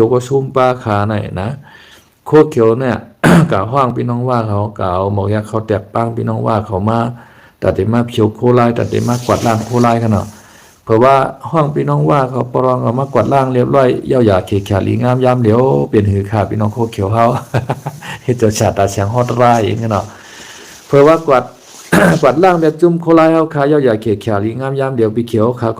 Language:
Shan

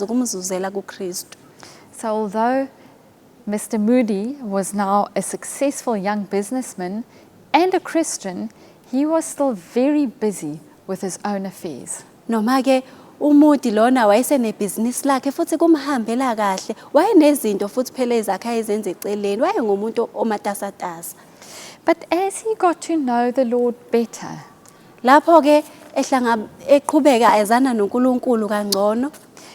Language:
Zulu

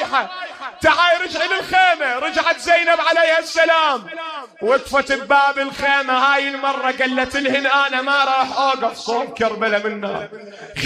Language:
Mesopotamian Arabic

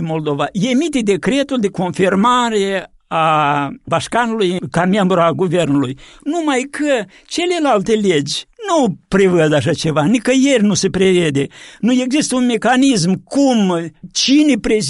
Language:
Romanian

